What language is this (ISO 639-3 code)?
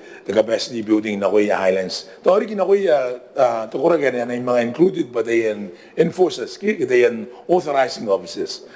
gil